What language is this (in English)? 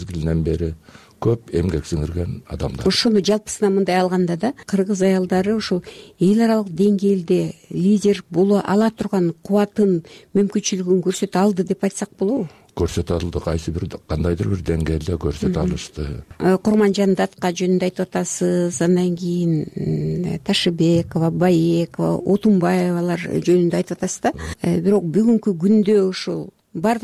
Kyrgyz